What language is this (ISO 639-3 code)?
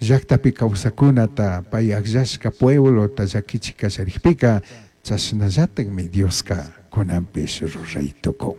qug